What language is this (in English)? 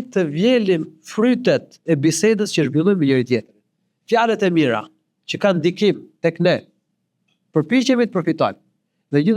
Albanian